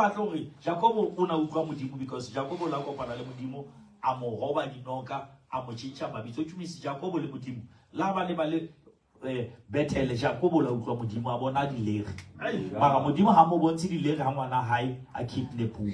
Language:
Southern Sotho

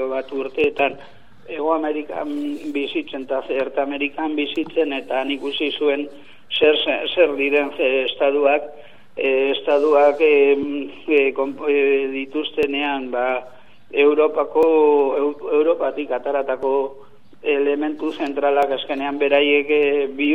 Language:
Basque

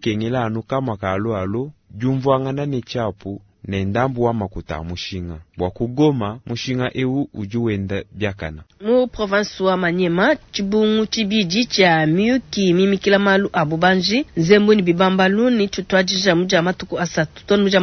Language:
Luba-Lulua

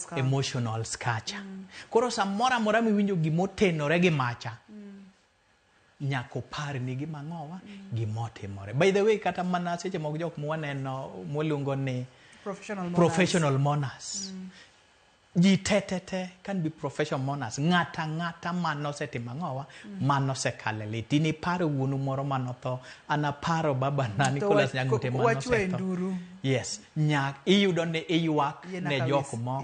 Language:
Luo (Kenya and Tanzania)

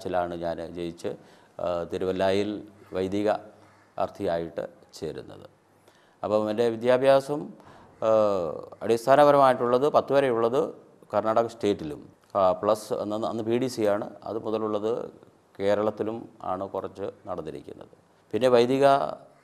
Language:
Malayalam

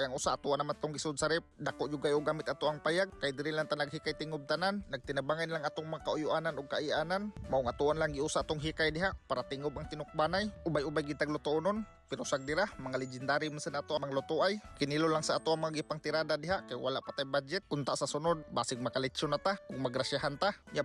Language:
Cebuano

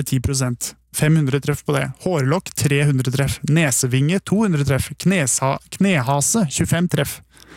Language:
Norwegian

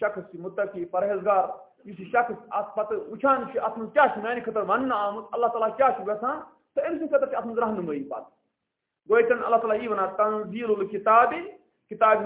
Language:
Kashmiri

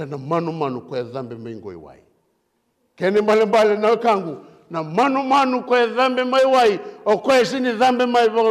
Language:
Fijian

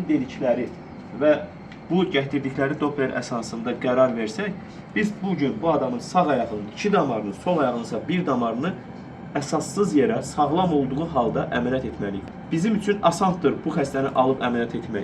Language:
Azerbaijani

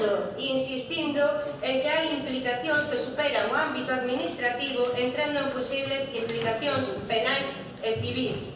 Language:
Galician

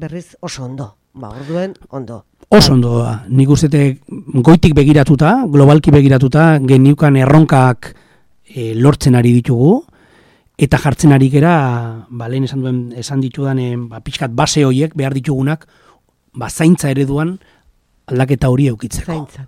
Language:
Basque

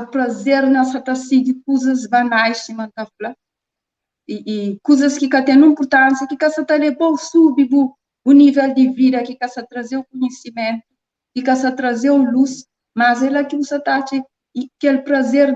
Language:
Kabuverdianu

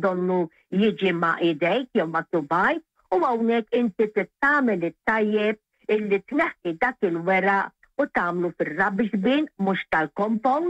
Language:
Maltese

